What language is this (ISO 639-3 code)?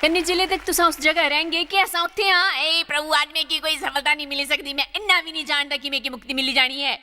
doi